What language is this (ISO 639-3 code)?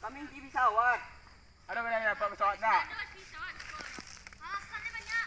min